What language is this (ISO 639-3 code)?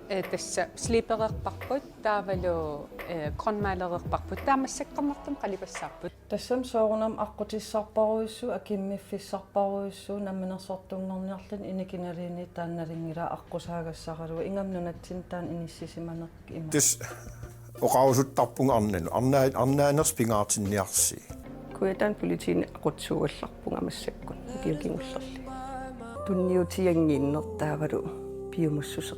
kal